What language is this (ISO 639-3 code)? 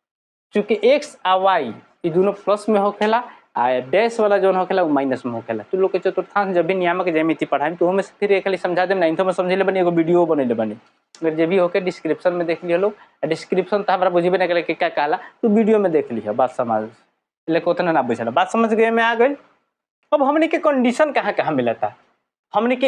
bho